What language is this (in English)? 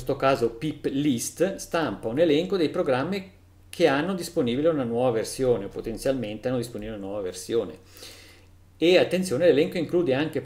Italian